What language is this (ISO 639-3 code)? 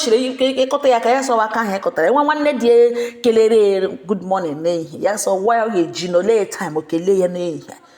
ibo